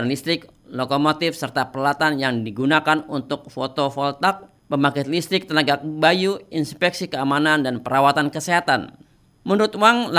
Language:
Indonesian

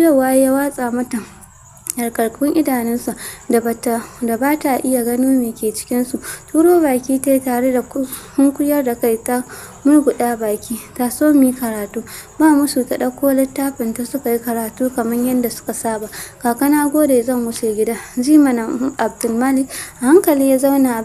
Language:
Hausa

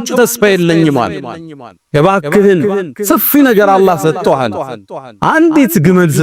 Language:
Amharic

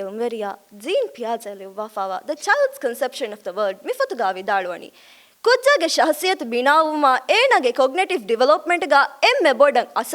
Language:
Divehi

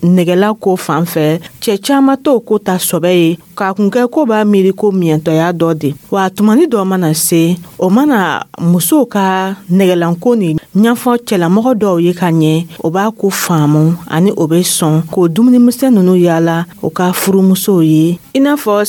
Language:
Dyula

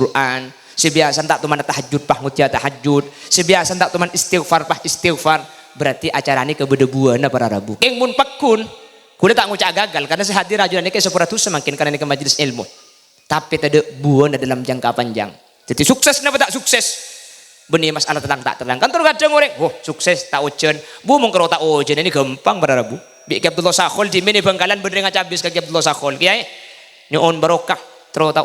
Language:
Madurese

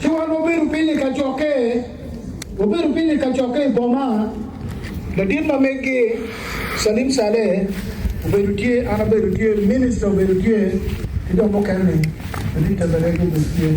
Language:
Acoli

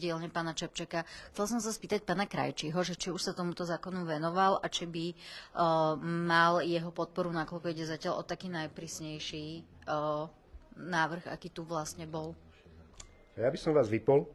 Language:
Slovak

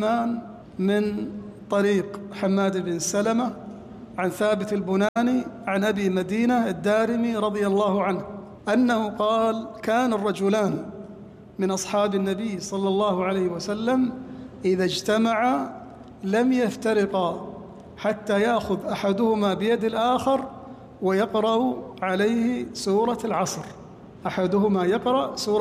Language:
Arabic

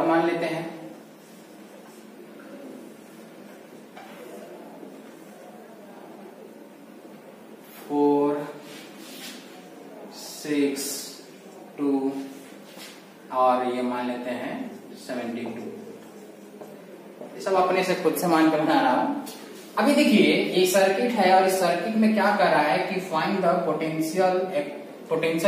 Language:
Hindi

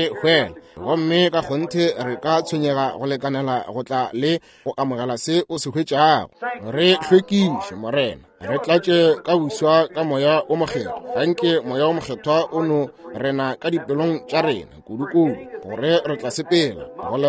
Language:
Northern Sotho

